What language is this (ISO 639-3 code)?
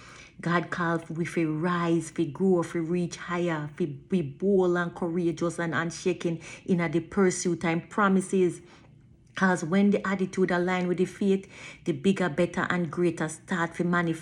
jam